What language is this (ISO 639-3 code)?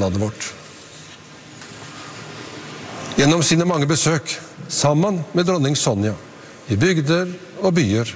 nor